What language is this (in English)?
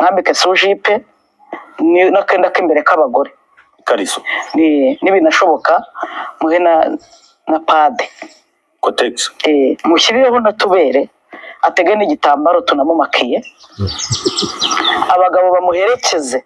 Kinyarwanda